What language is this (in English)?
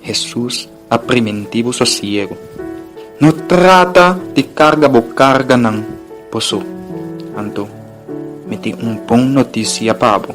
Papiamento